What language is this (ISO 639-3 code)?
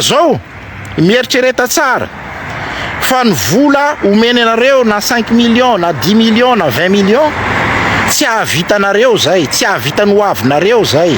mlg